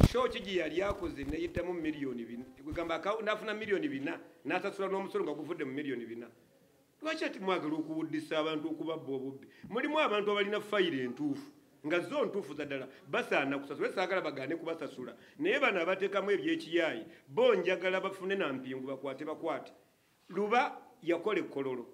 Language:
Ganda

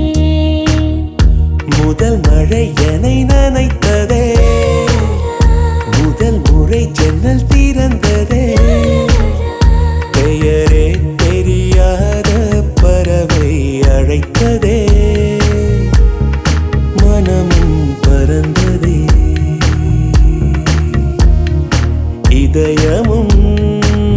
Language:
Tamil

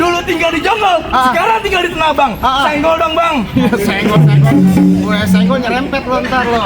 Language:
Betawi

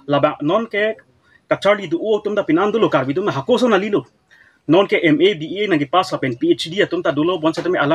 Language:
Karbi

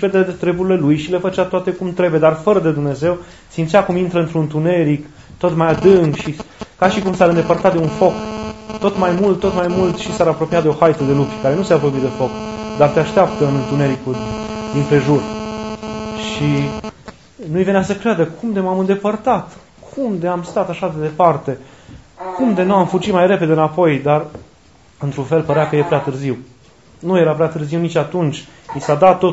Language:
Romanian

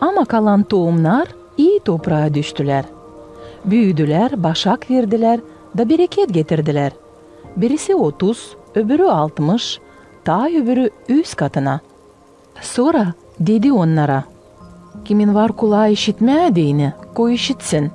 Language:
Gagauz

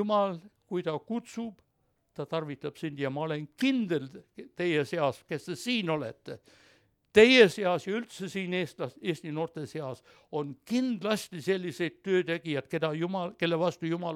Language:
Estonian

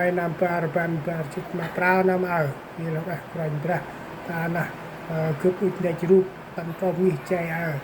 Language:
Central Mnong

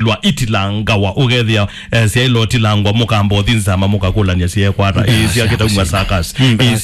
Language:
Kamba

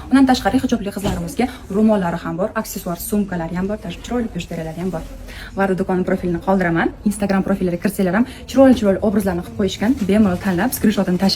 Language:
Uzbek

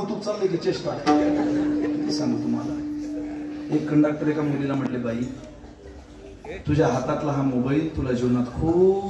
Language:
Marathi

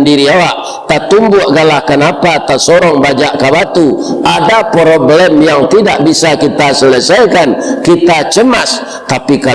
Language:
Minangkabau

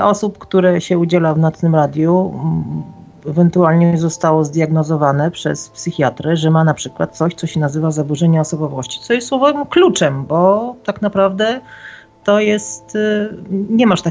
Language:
Polish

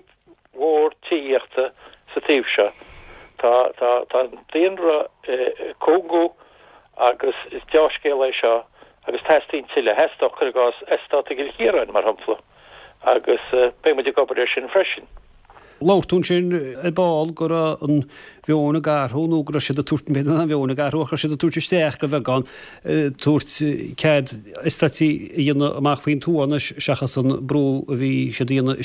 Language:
Irish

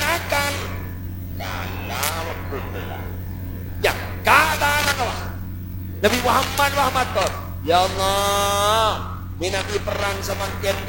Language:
Madurese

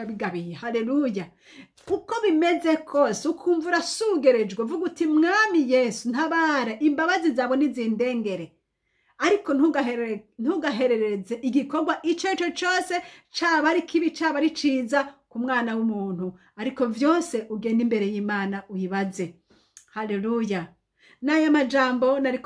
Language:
Rundi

